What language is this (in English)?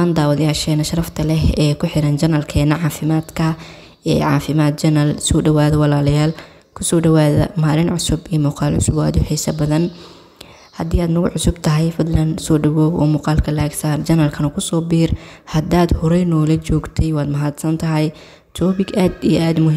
Somali